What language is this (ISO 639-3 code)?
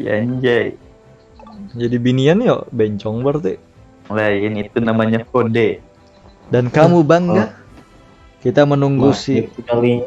bjn